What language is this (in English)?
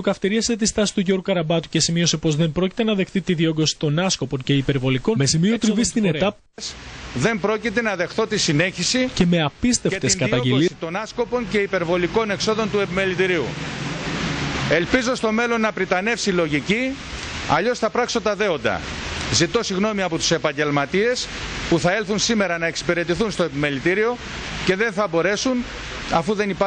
Greek